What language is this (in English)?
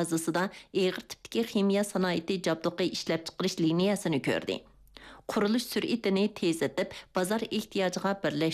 Uyghur